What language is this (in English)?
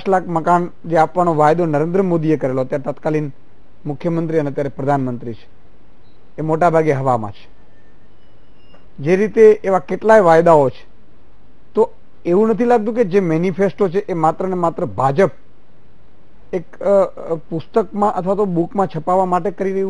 Gujarati